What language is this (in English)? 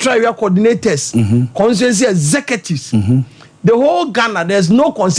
Akan